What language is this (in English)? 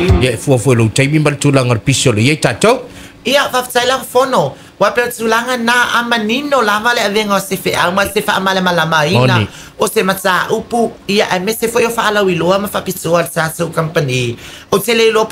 Samoan